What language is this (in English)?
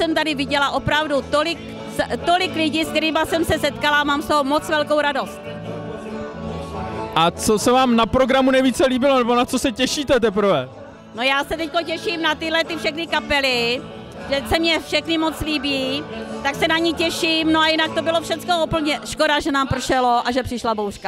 Czech